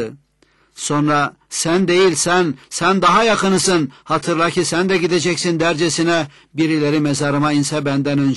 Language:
Turkish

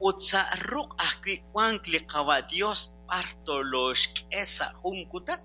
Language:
Kekchí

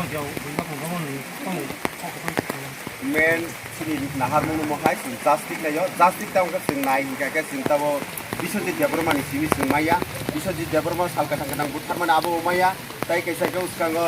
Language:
Riang (India)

